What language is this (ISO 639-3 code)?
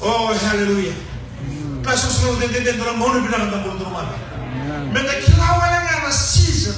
fij